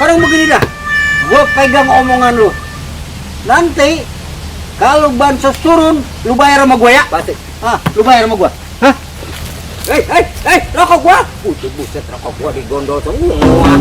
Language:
Betawi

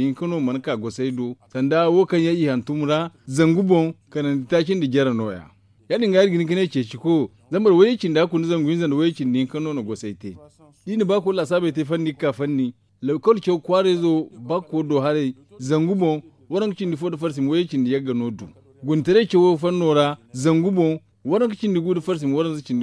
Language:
Zarma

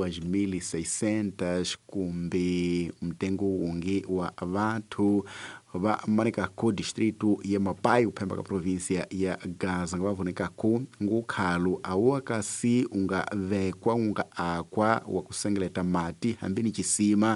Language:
Tsonga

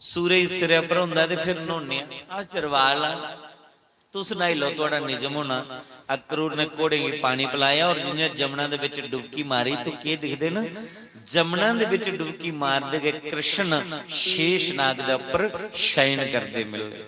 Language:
Dogri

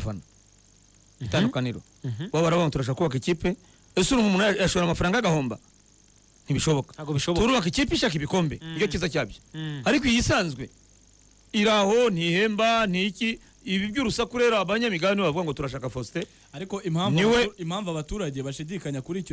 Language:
Kinyarwanda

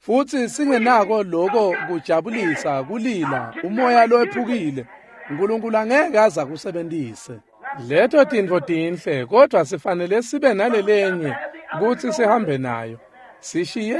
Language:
Swati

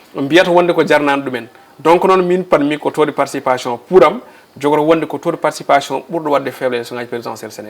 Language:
Fula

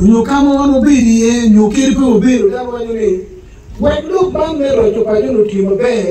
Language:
Acoli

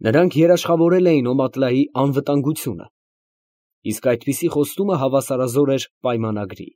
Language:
Armenian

